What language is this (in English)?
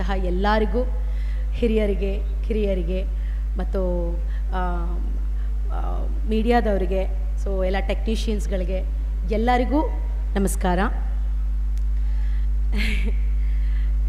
Kannada